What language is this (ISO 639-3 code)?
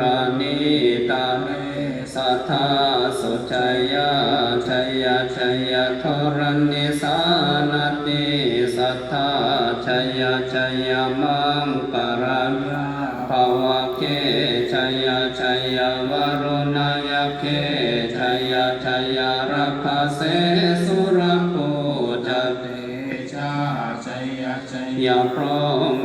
pli